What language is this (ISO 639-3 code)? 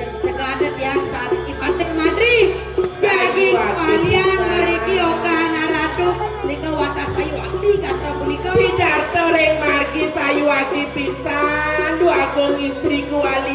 ban